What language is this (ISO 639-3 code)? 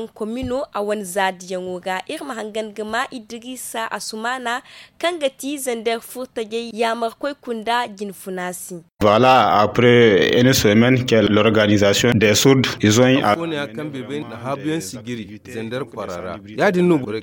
dje